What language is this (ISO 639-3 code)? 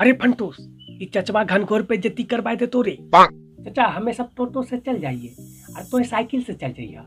mag